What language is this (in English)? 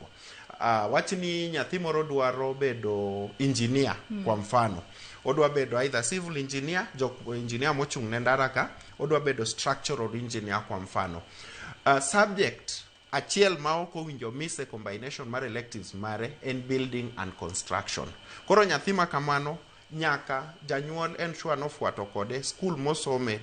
Luo (Kenya and Tanzania)